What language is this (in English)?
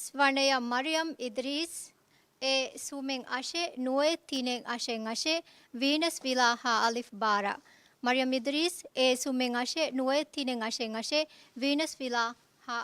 Divehi